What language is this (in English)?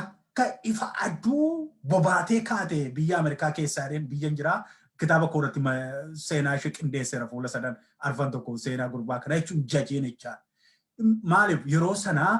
Oromo